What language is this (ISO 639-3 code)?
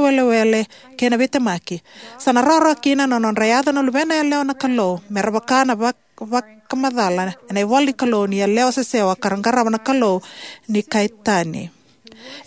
fij